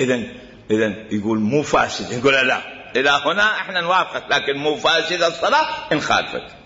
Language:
Mesopotamian Arabic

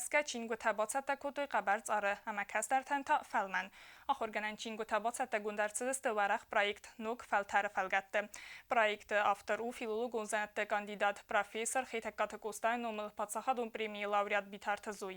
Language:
Ossetic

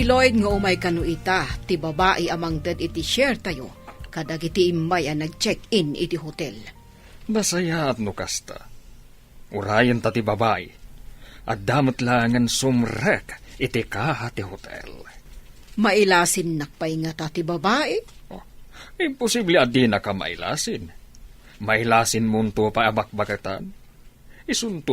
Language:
Iloko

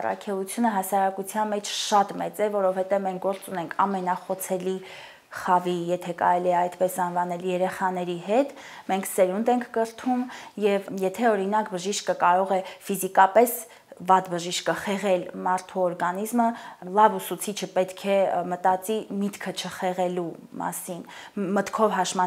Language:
Armenian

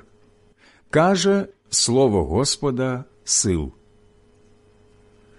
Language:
Ukrainian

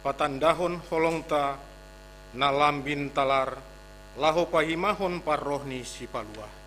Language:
Batak Simalungun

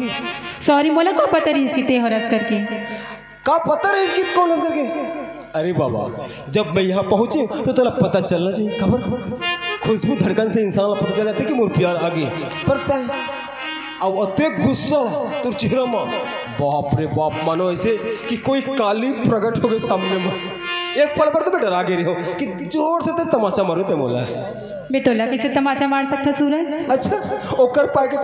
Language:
Chhattisgarhi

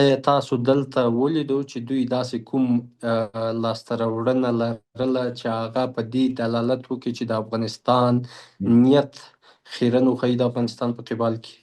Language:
Pashto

